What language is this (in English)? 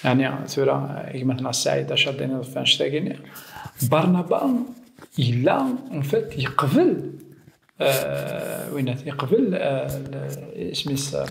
Kabyle